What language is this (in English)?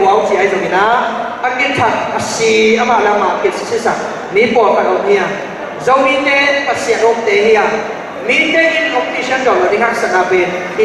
Tedim Chin